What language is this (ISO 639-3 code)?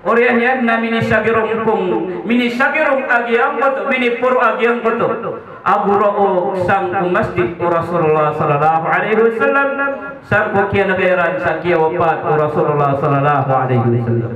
mrw